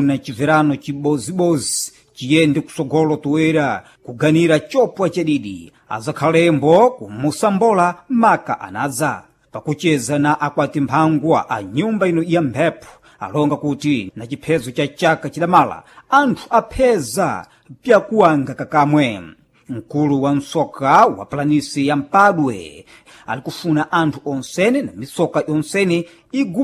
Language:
Sena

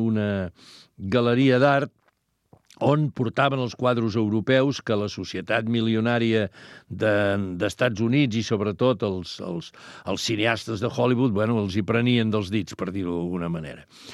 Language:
Catalan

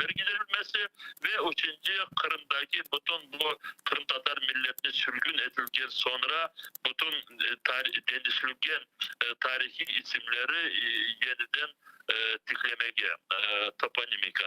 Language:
Crimean Tatar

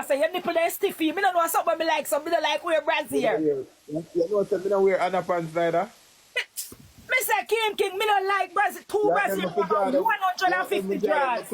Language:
Jamaican Creole English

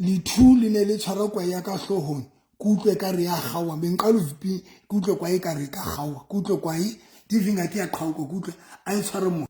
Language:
Southern Sotho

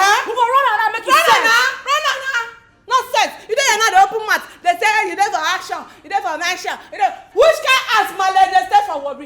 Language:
Nigerian Pidgin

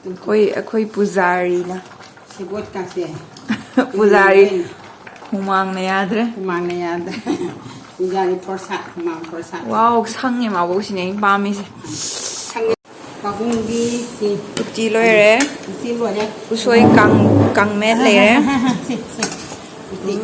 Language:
Manipuri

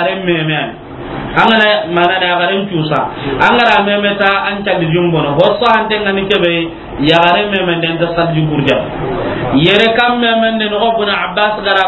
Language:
Soninke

